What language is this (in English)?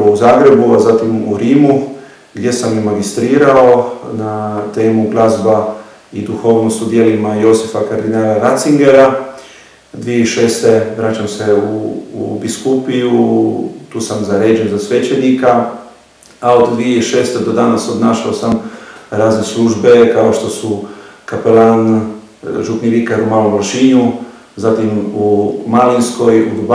Croatian